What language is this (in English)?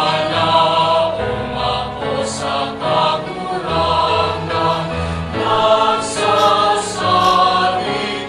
Bikol